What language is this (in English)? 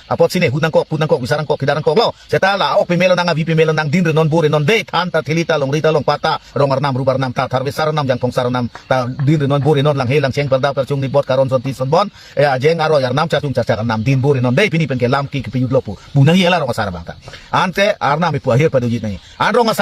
Karbi